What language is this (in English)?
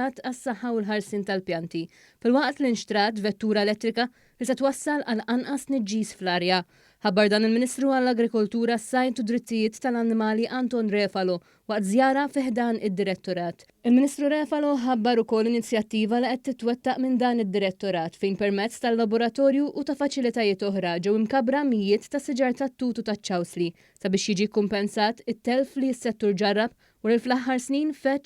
Maltese